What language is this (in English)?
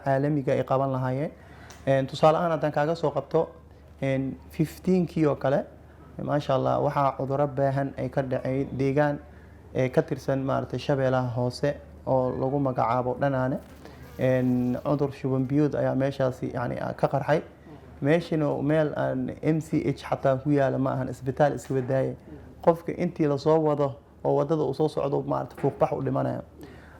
Somali